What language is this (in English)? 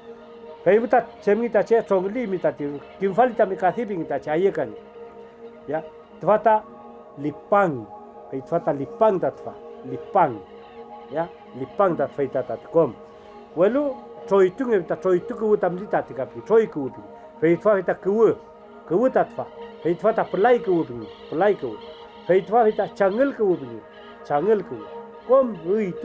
Mapuche